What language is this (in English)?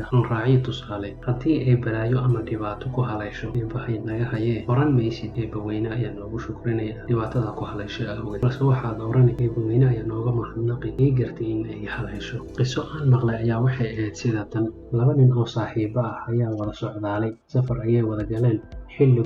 Somali